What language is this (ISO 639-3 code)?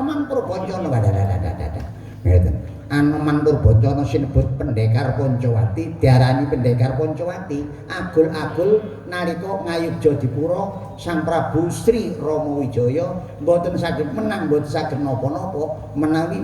jav